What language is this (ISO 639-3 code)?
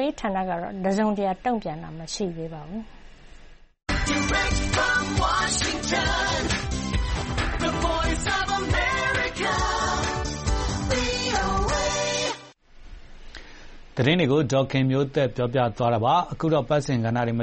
mya